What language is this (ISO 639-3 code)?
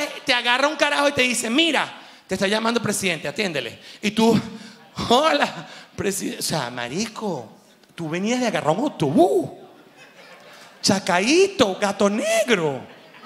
spa